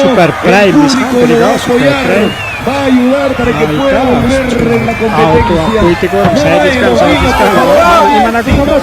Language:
Ayacucho Quechua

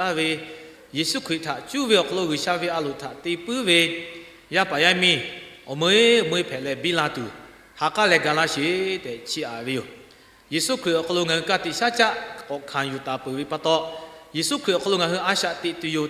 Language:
Lahu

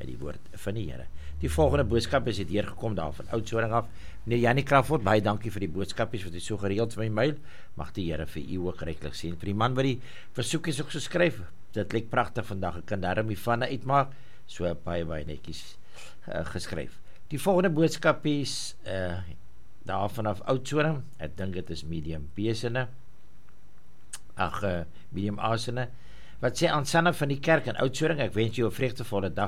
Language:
Afrikaans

